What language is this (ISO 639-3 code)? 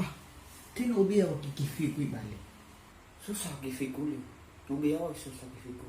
nia